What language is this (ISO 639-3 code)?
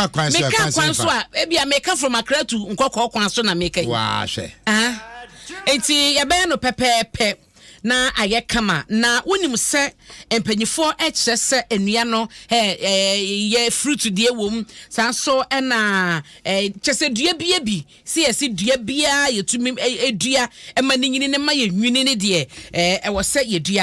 aka